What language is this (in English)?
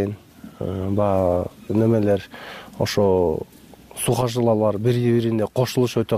Kyrgyz